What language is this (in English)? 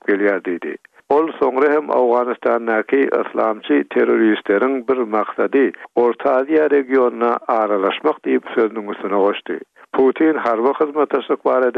Turkmen